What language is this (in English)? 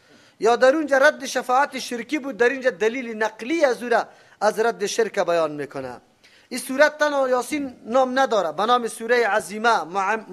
Persian